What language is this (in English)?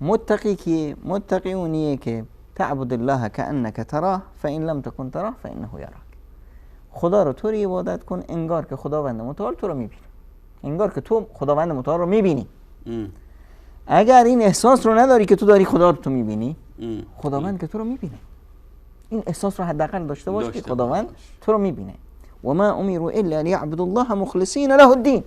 Persian